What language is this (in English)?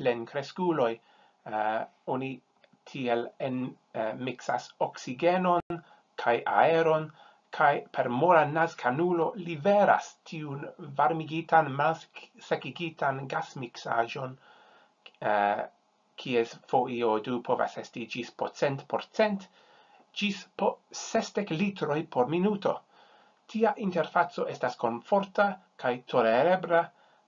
Esperanto